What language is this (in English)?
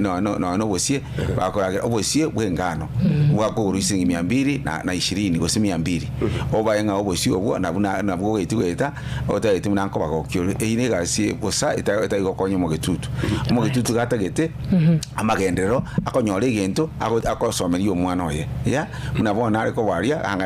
Gusii